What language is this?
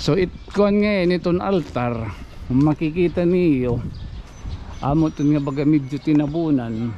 Waray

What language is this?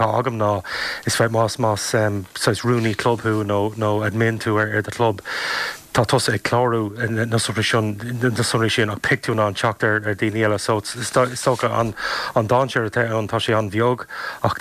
Irish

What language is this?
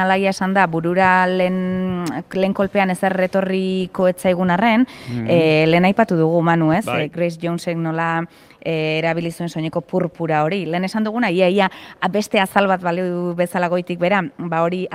Basque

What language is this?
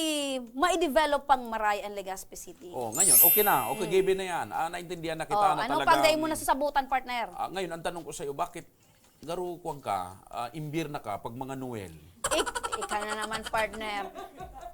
Bikol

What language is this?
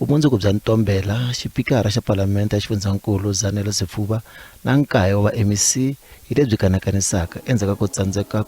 Tsonga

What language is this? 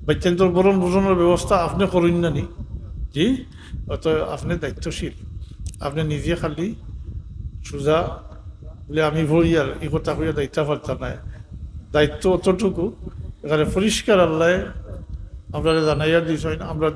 Sylheti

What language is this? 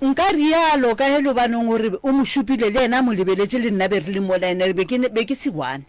Northern Sotho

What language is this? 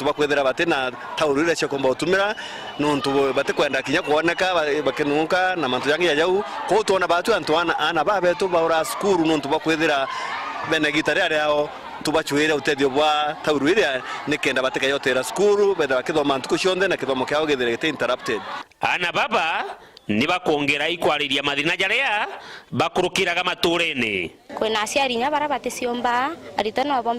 Meru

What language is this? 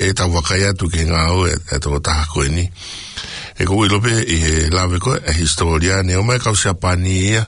Tongan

